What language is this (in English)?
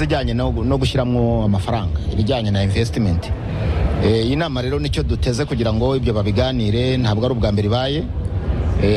Kinyarwanda